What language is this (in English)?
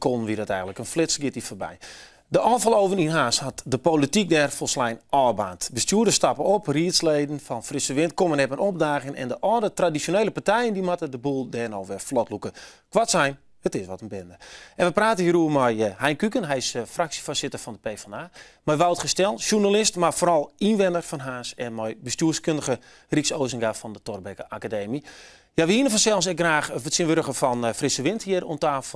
Western Frisian